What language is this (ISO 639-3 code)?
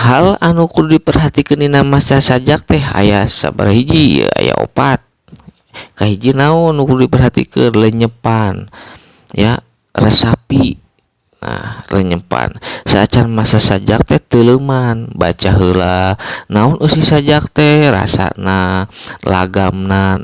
sun